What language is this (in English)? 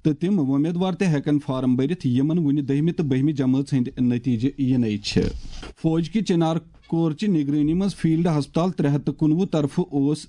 Kashmiri